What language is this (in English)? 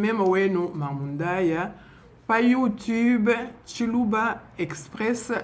Luba-Lulua